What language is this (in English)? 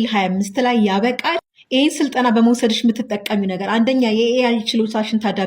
Amharic